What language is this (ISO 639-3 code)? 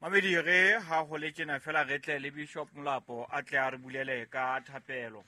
sot